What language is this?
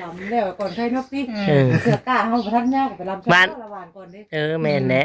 Northeastern Thai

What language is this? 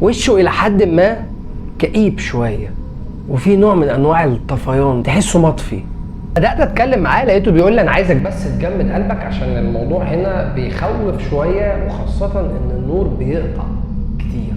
Egyptian Arabic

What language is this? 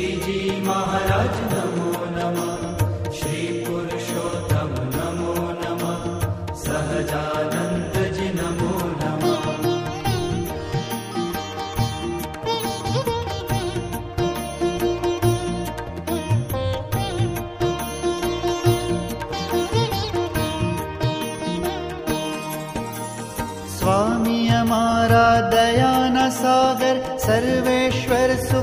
Hindi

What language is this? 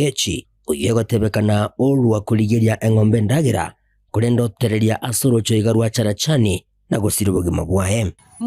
Gusii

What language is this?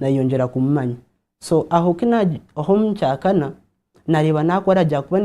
Nyankole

